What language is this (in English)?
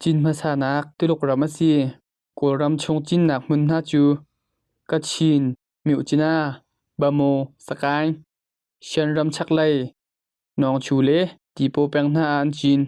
Hakha Chin